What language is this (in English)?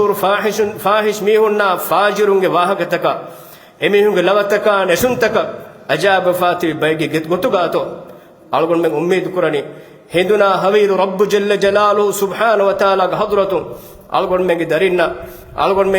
Divehi